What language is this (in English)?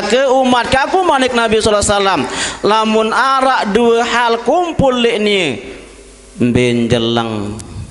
Sasak